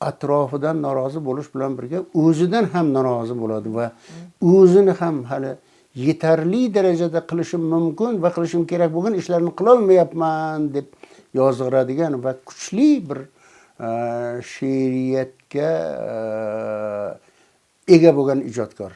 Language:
Uzbek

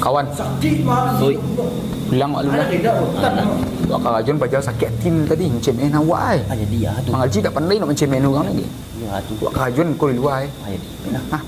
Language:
Minangkabau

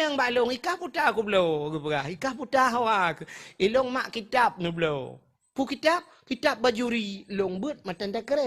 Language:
Achinese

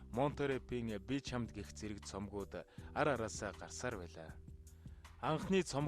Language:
Mongolian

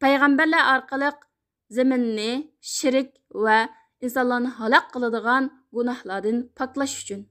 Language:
Uyghur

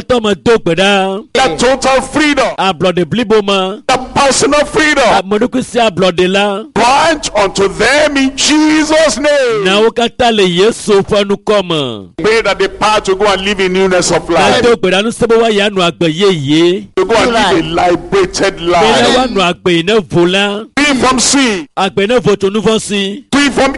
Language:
Ewe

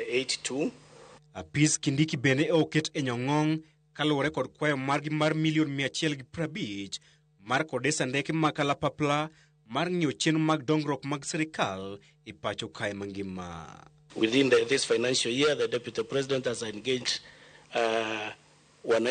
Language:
Luo (Kenya and Tanzania)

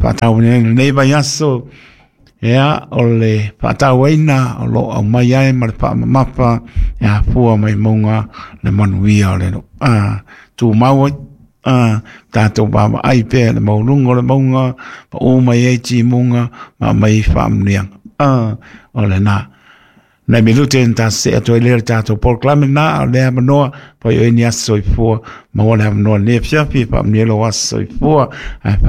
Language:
Samoan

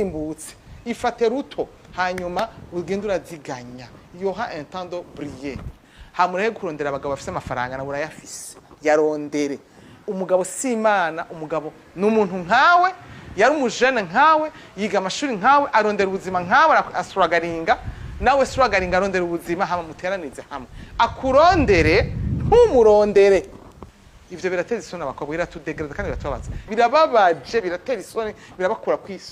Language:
Rundi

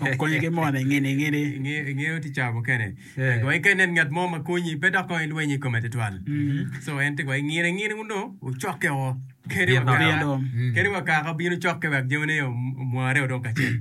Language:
Acoli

